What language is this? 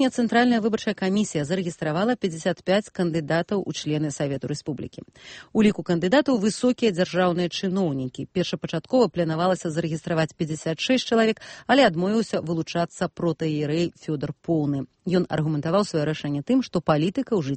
Belarusian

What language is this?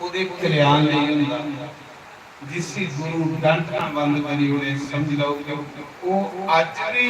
Dogri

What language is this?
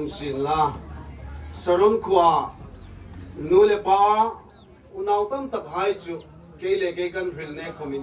Hmar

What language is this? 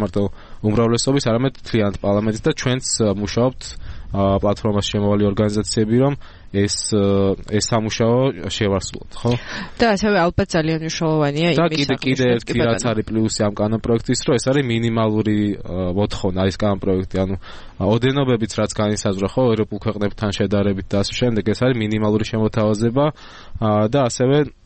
Georgian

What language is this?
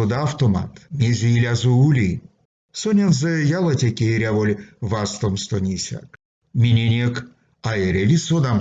Erzya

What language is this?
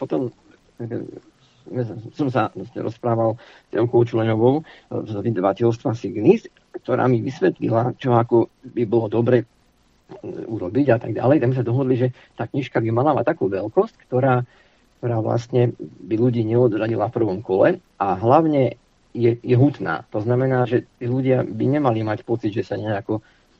Slovak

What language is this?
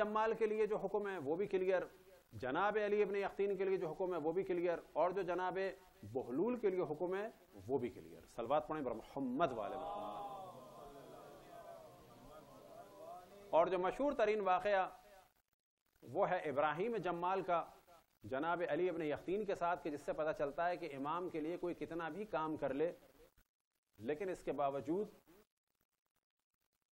Urdu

